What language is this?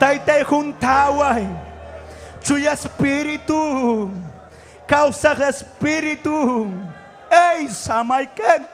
Ayacucho Quechua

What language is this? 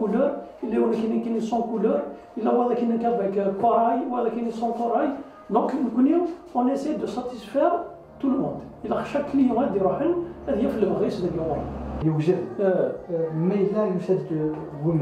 Kabyle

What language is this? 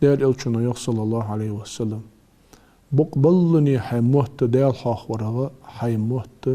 Ingush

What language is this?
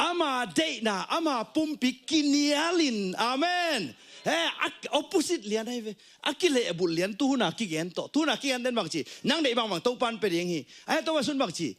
Tedim Chin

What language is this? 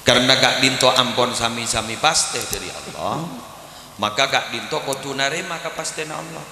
Madurese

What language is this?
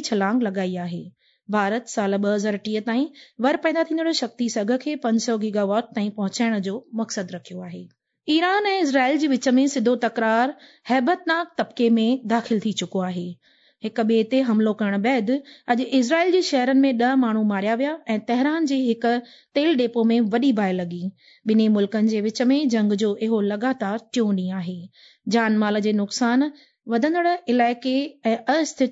Sindhi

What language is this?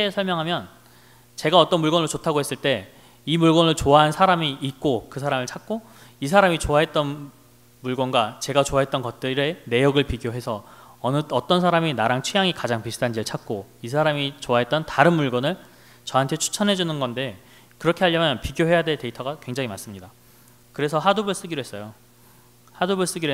Korean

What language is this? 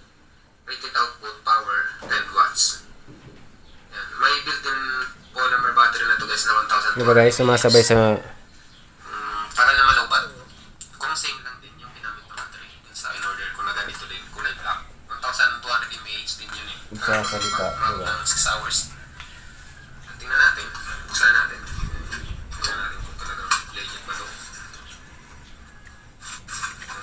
Filipino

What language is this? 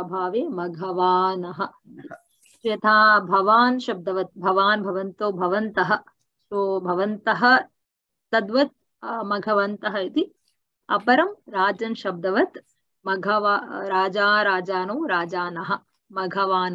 Sanskrit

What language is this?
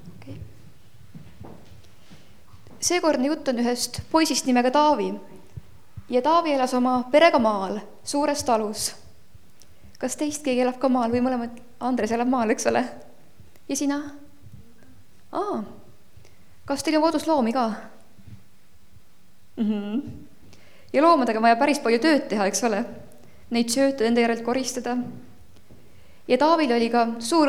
Estonian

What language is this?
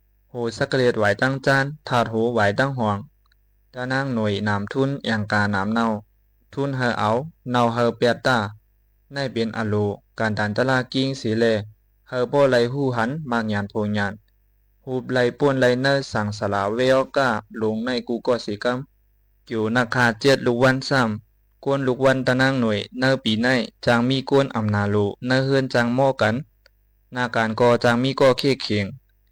Shan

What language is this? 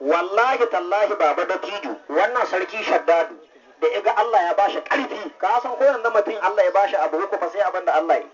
Hausa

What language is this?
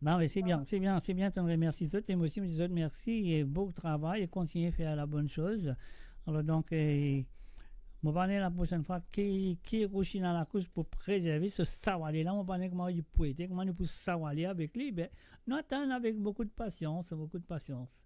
Morisyen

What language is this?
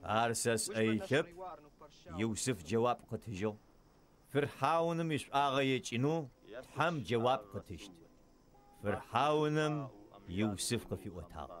Adyghe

